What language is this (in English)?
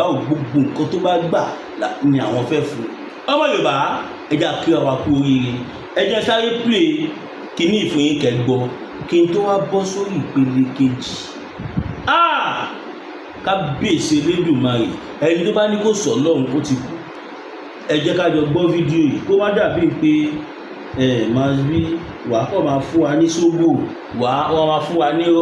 Yoruba